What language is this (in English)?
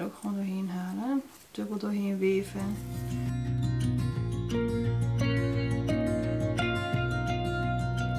Dutch